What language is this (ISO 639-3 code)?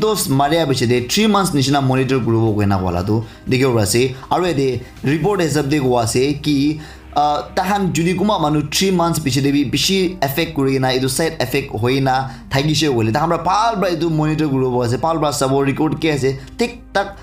nag